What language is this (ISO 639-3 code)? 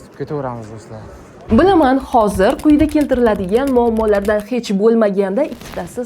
uzb